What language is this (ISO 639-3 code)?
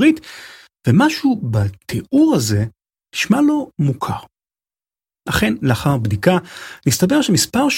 heb